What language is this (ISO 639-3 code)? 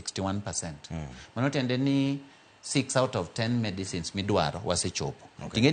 luo